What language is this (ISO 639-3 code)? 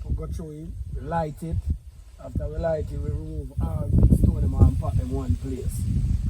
jam